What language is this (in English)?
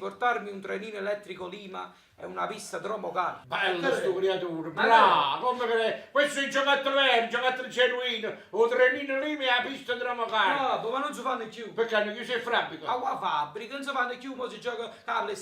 Neapolitan